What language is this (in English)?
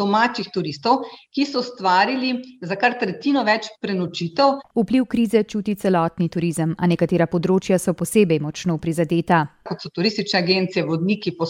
Slovenian